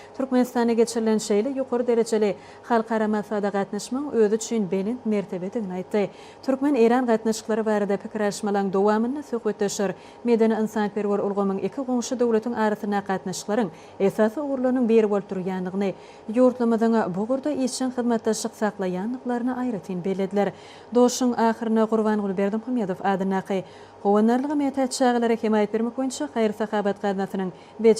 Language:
Turkmen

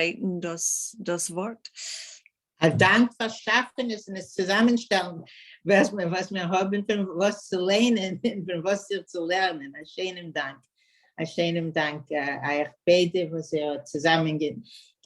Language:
Yiddish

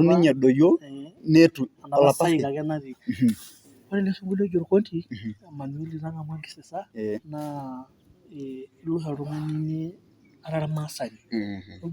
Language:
Masai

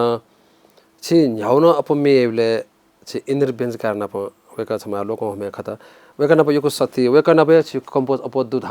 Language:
Newari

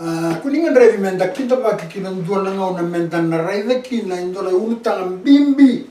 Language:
Fijian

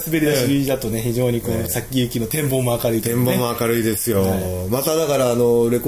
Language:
Japanese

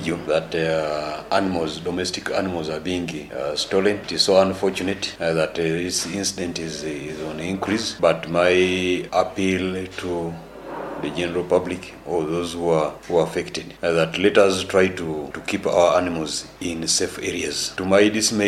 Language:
Nyoro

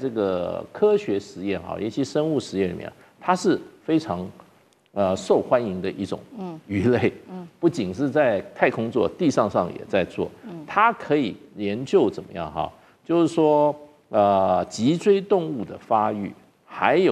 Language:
Chinese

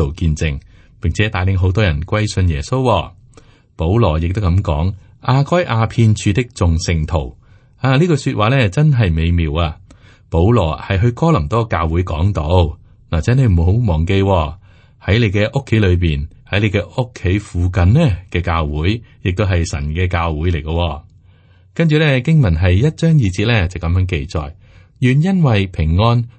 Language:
Cantonese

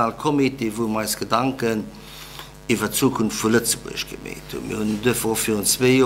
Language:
Luxembourgish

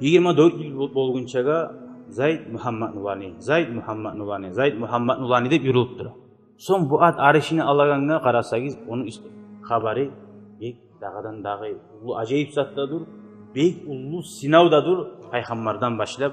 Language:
Kumyk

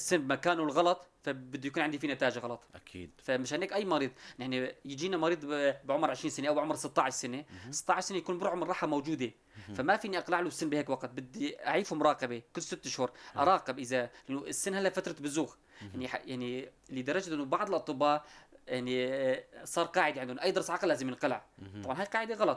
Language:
North Levantine Arabic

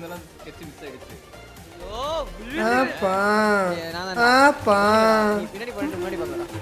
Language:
Tamil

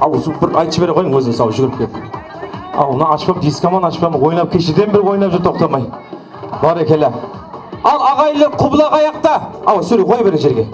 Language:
Kara-Kalpak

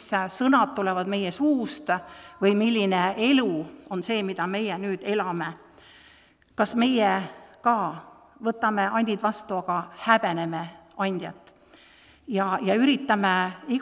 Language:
Estonian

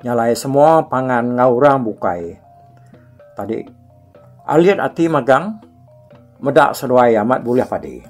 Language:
Iban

